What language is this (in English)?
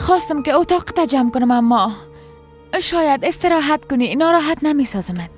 Persian